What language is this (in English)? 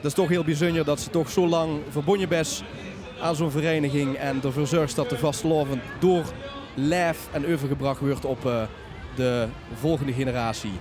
Limburgish